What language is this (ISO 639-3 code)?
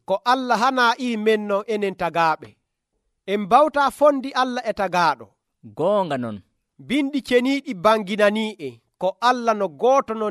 fuv